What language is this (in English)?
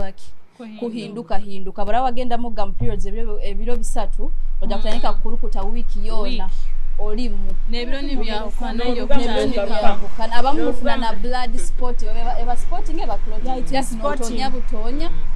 Nyoro